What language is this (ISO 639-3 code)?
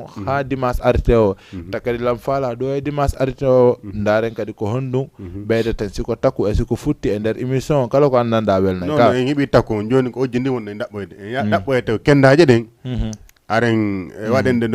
ful